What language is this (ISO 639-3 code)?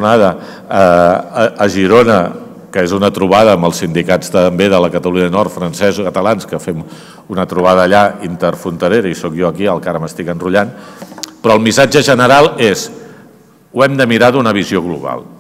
cat